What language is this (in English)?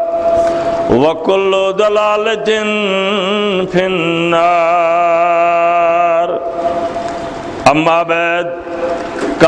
Kashmiri